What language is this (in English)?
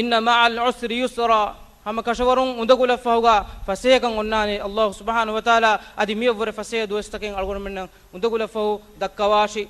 Divehi